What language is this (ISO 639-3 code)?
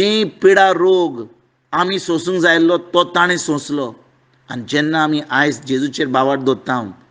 kok